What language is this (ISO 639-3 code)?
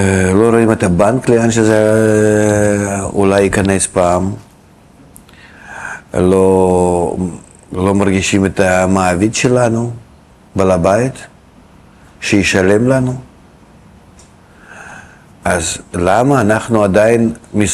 heb